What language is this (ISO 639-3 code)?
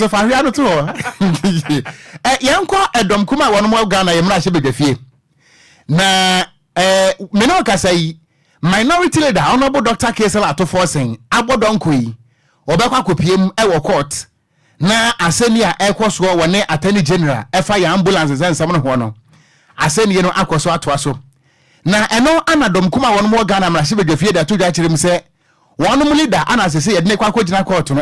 aka